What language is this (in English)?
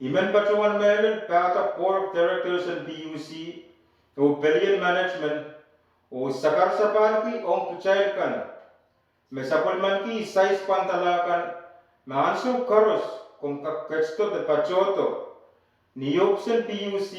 Pohnpeian